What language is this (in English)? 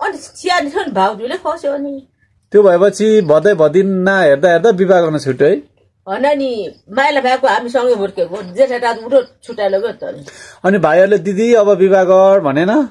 Nepali